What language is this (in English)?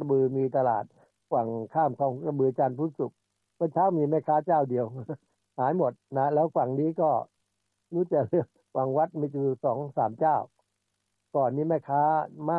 Thai